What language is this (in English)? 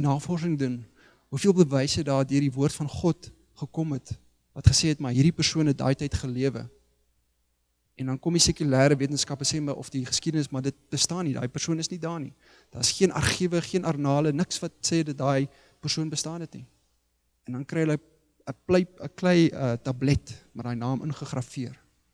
Afrikaans